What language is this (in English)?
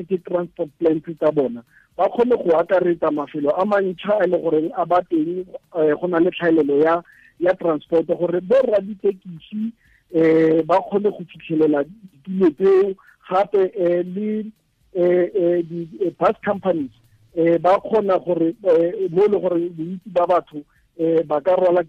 Tswana